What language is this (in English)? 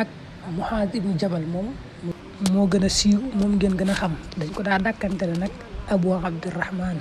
Wolof